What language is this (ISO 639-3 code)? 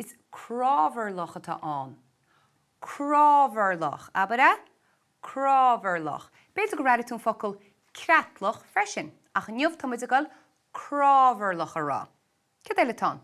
gle